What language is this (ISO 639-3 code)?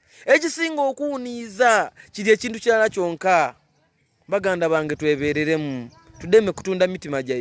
lug